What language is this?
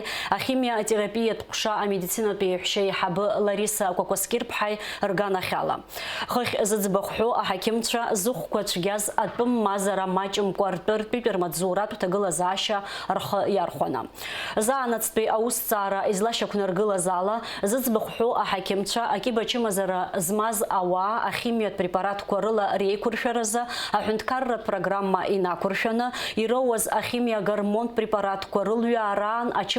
Abkhazian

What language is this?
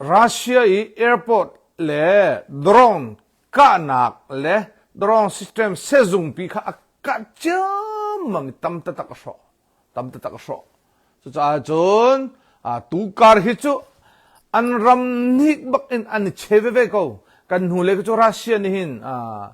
Hakha Chin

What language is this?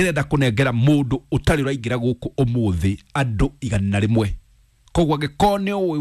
Kikuyu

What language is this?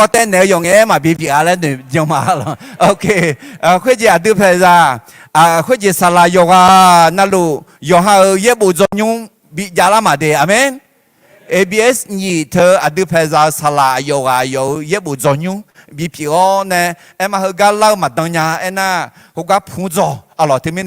Akha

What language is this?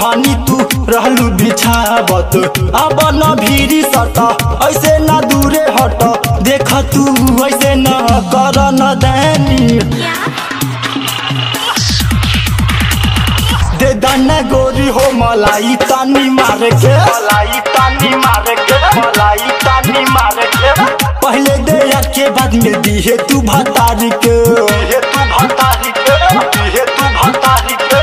Bhojpuri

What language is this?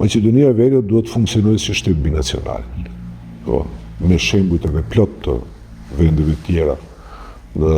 Albanian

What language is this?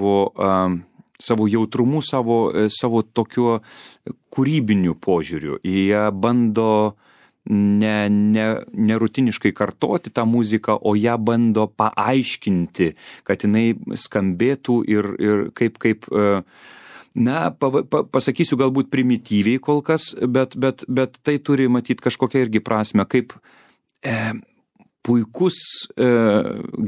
Lithuanian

